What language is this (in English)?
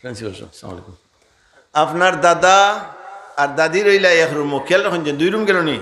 Sylheti